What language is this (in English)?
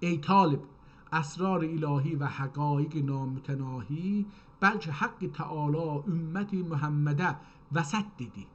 South Azerbaijani